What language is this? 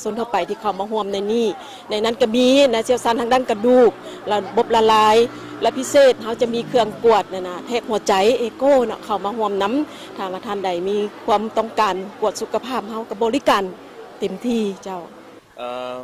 Lao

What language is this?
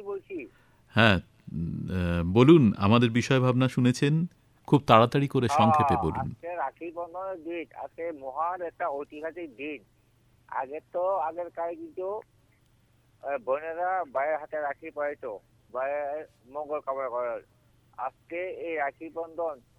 Bangla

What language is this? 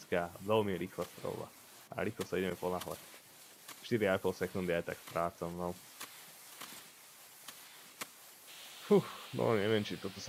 Slovak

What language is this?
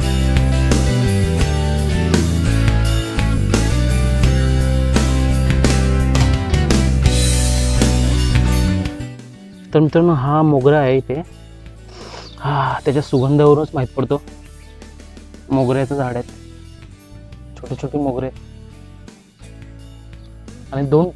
Marathi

